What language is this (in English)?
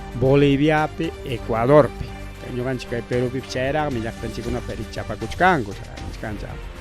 Ayacucho Quechua